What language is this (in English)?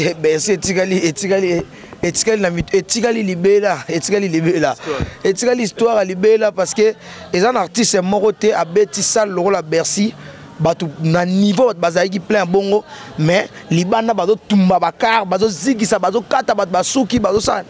Lingala